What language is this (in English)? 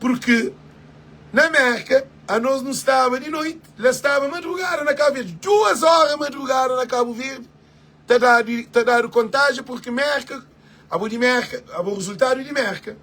Kabuverdianu